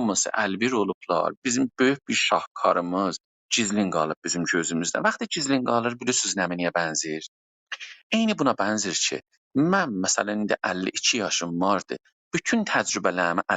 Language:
South Azerbaijani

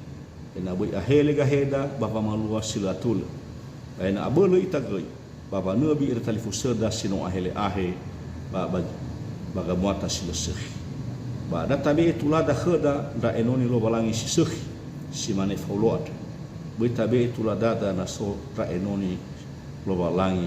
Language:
Nias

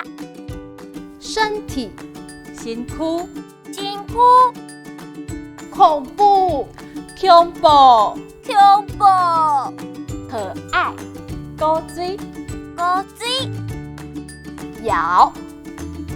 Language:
Min Nan Chinese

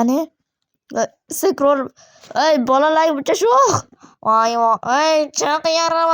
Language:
Uzbek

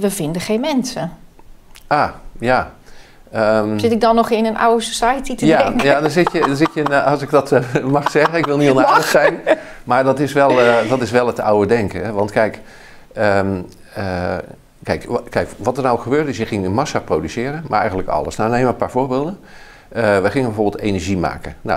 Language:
Dutch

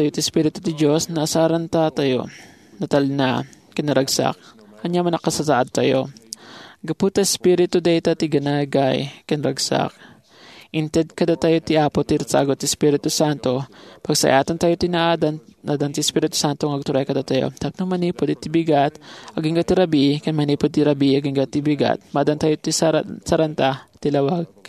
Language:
Iloko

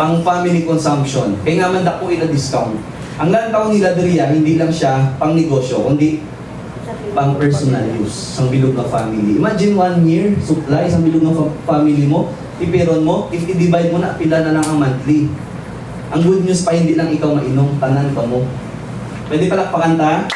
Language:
Hiligaynon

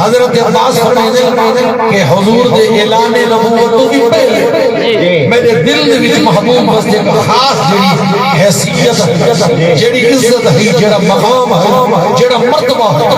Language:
Saraiki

